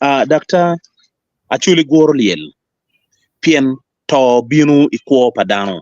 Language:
Acoli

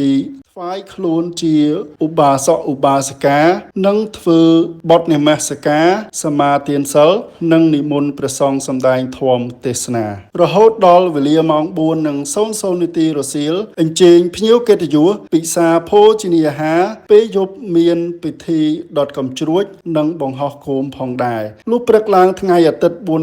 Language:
Khmer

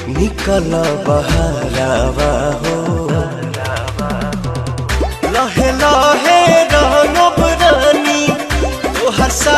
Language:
Bhojpuri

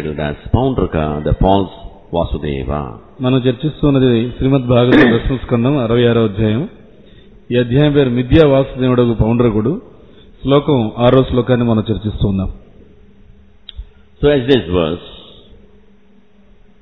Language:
Telugu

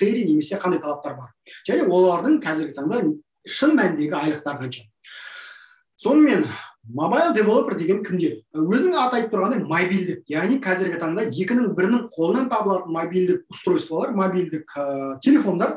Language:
Kazakh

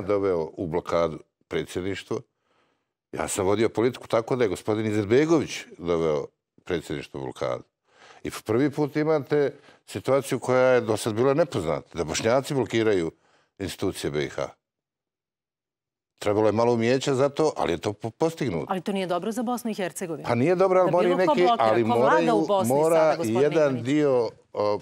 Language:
Serbian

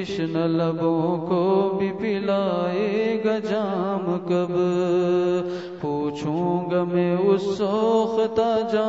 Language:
Urdu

